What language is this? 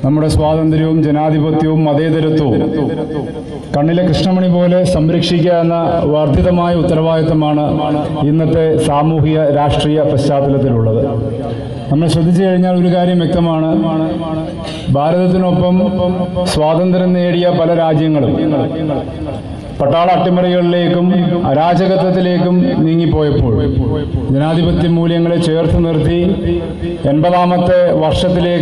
Malayalam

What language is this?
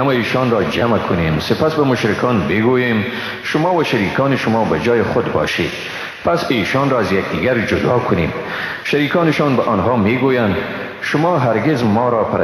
Persian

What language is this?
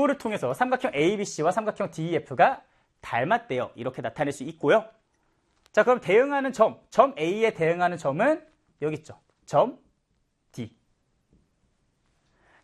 Korean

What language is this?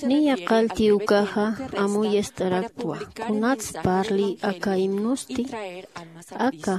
Aymara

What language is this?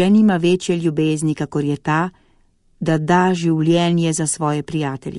Slovenian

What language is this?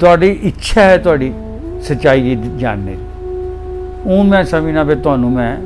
Dogri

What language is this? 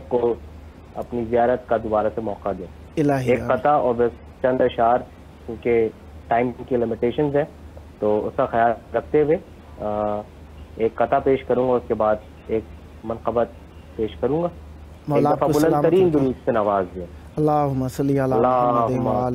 Urdu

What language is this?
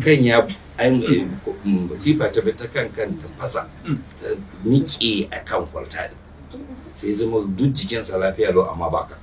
Hausa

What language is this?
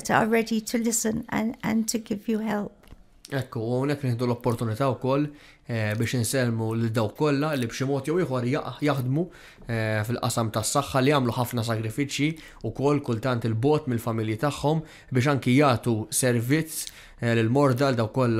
Maltese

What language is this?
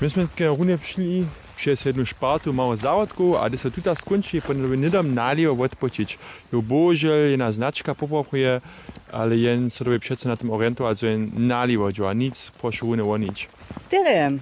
Upper Sorbian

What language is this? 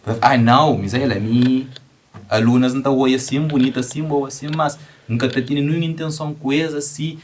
Kabuverdianu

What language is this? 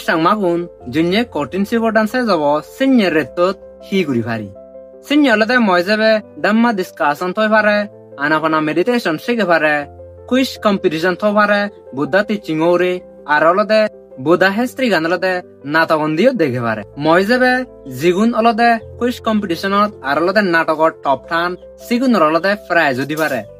Chakma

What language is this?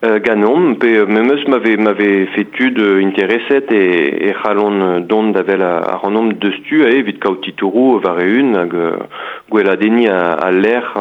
Breton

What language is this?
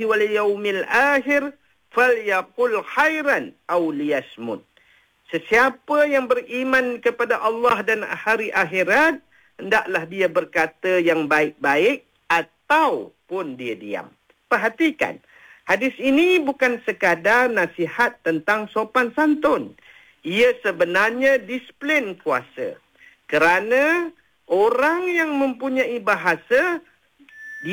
Malay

